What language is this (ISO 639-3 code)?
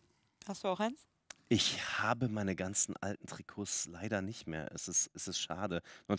deu